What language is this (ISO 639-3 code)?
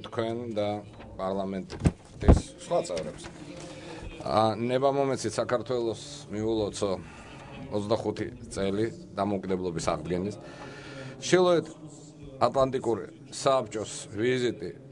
kat